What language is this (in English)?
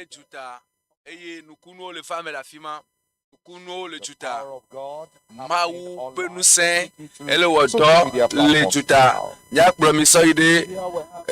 Ewe